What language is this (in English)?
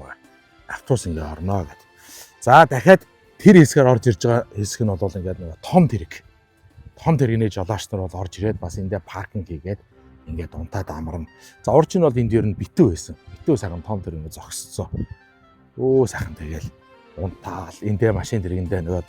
Mongolian